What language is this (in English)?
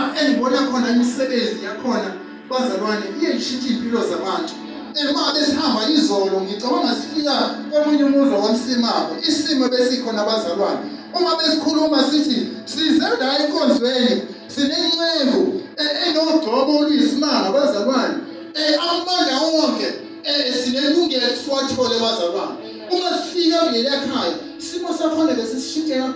Zulu